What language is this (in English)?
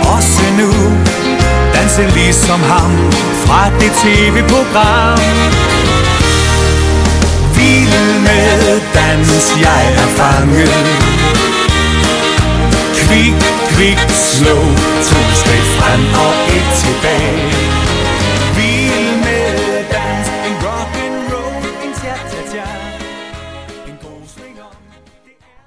Danish